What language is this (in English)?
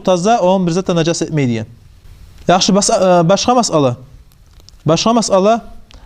Kumyk